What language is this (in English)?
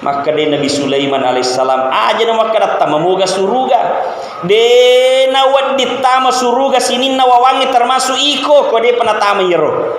Buginese